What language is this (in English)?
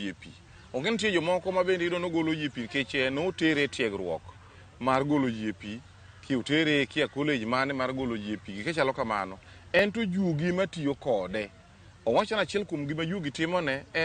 Luo (Kenya and Tanzania)